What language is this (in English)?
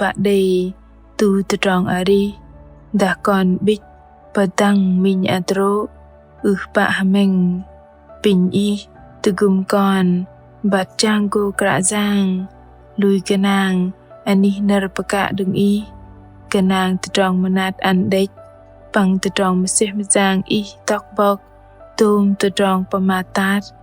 Bahnar